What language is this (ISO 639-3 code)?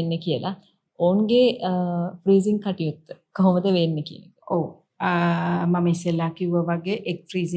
sin